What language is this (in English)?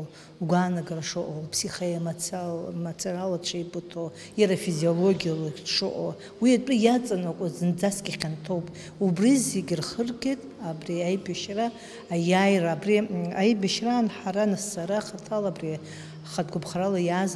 Abkhazian